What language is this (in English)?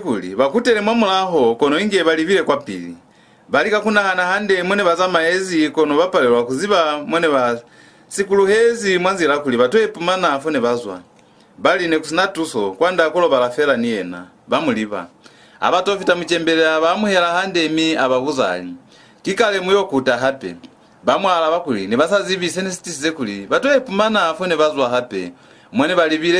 Lozi